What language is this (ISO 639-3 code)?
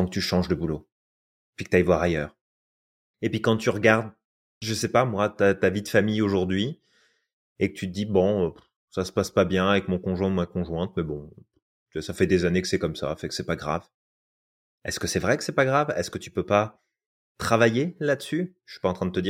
fra